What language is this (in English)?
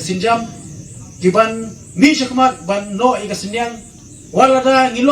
Khasi